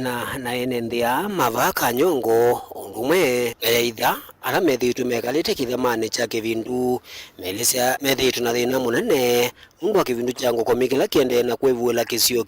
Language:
Kamba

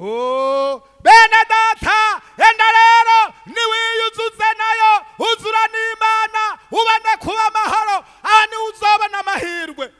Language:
Rundi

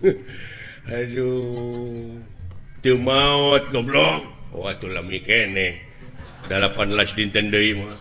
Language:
Sundanese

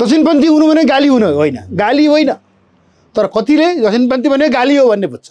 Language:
Nepali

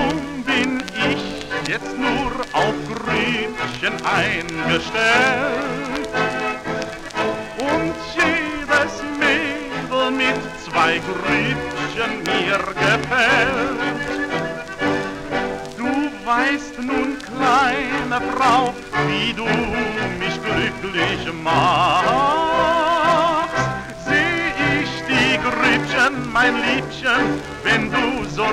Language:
German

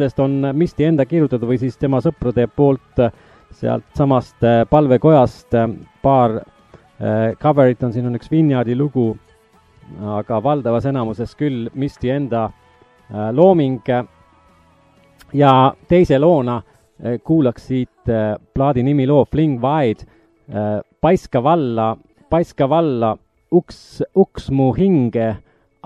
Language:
Estonian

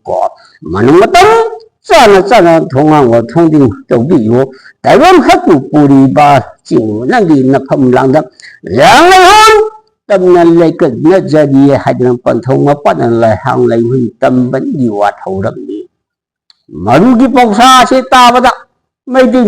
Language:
Manipuri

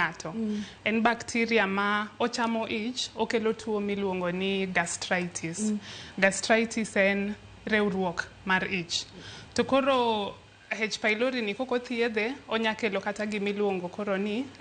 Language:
Luo (Kenya and Tanzania)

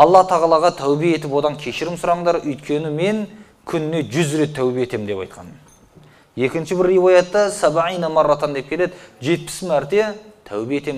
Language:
Kazakh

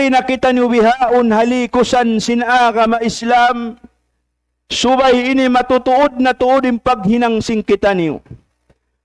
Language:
Tausug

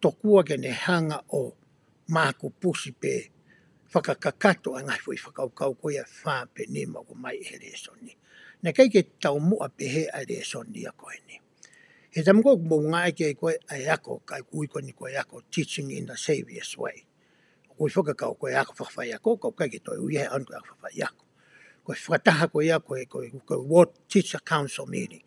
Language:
Tongan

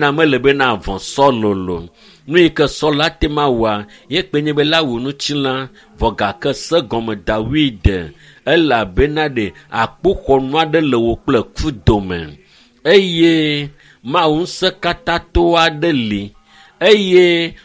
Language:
Ewe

